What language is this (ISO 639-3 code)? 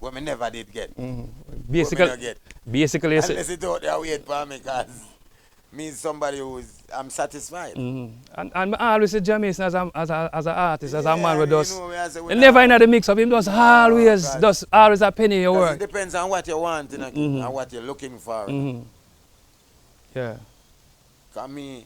jam